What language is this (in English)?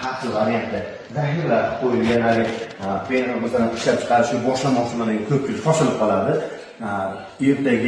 Uzbek